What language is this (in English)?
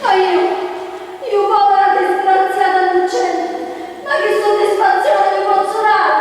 Sicilian